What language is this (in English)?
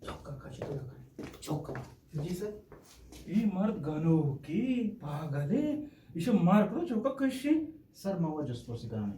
Eastern Balochi